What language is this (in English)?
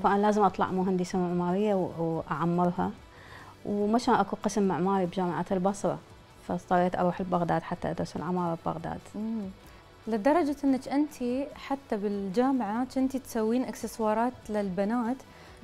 Mesopotamian Arabic